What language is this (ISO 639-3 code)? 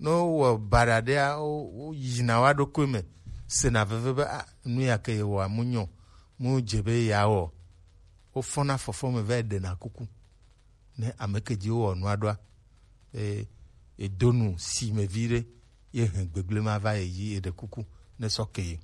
gej